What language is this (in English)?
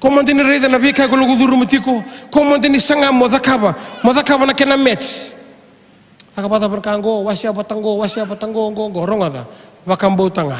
Fijian